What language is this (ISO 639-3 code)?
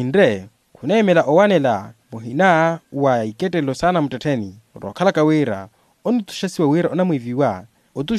vmw